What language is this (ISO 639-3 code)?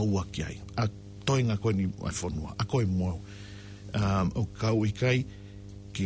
ton